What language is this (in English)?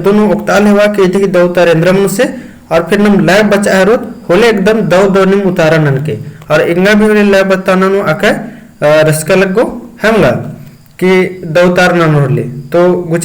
Kurukh